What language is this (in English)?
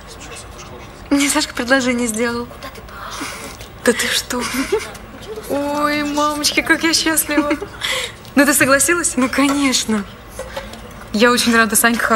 Russian